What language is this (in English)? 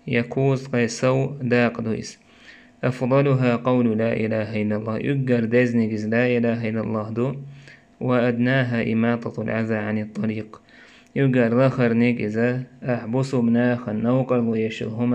Chechen